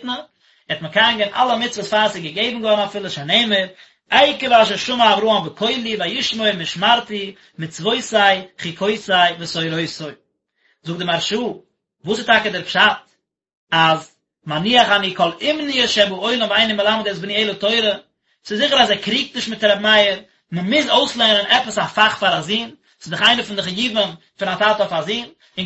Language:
Yiddish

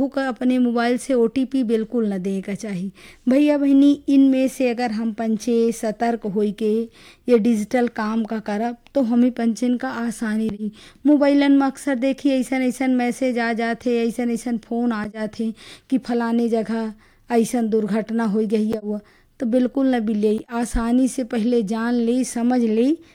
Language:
Bagheli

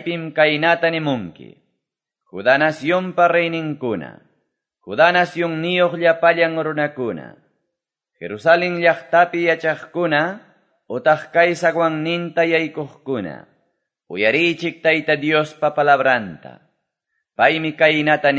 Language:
Quechua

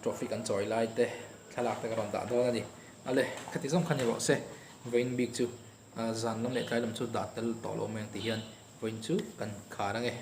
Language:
Mizo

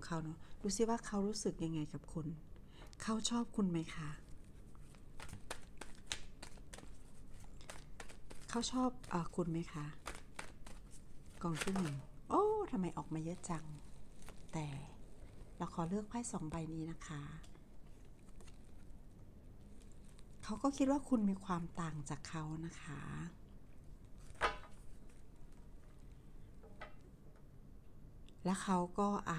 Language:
Thai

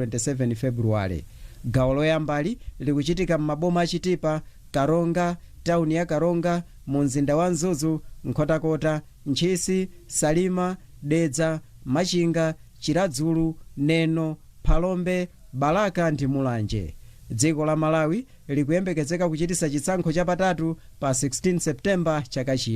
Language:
Nyanja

